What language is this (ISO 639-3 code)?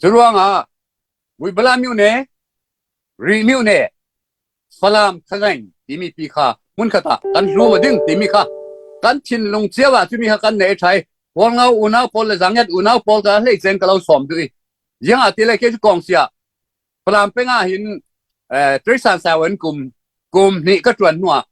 cfm